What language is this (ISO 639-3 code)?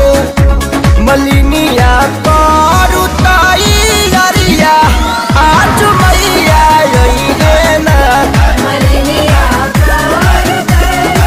bho